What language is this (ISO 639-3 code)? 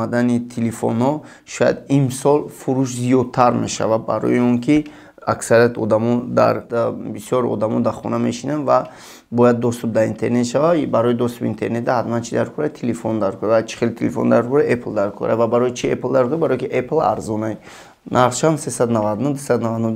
tgk